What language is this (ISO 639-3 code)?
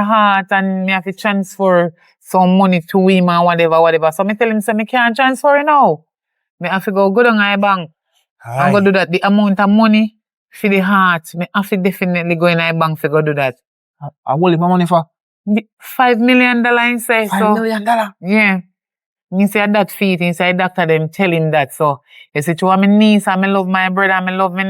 jam